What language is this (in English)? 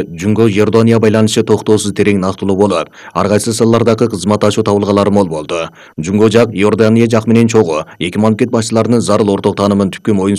Kyrgyz